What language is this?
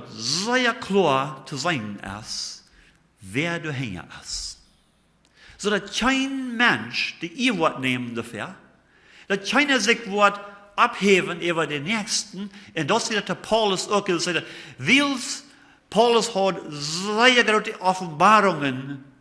Plautdietsch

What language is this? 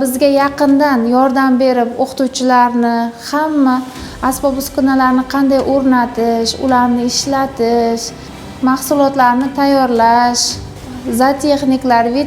Uzbek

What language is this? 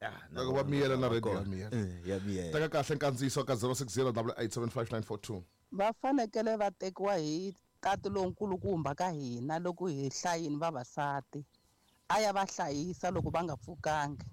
Tsonga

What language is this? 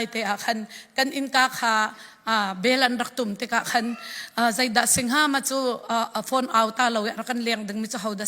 Falam Chin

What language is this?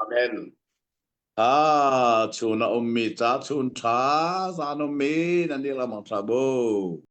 Hakha Chin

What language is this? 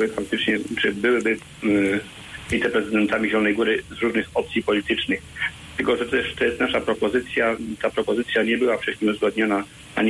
Polish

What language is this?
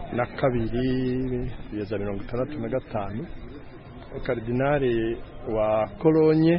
Kinyarwanda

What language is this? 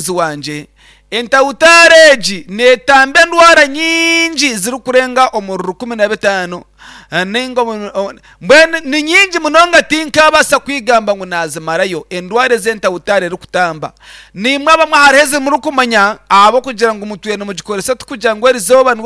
Nyankole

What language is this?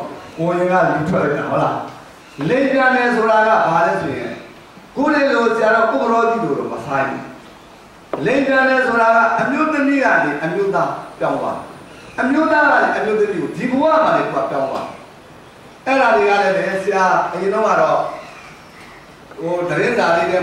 Burmese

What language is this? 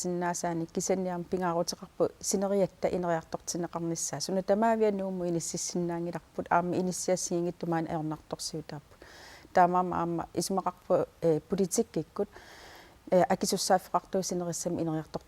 Kalaallisut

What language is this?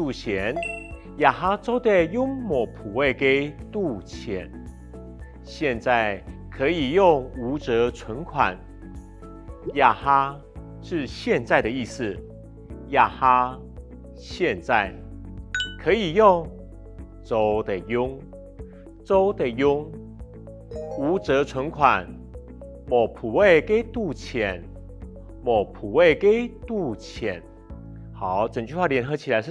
Hakka Chinese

